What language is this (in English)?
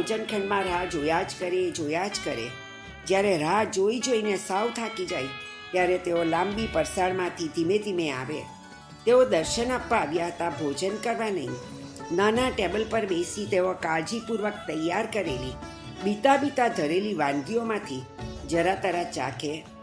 Gujarati